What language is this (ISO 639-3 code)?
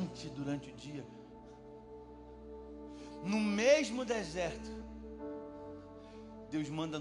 por